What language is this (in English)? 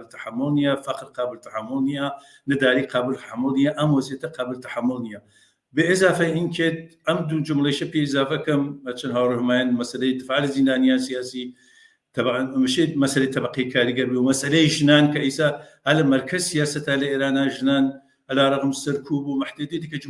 Central Kurdish